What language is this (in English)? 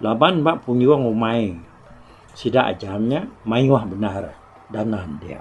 Iban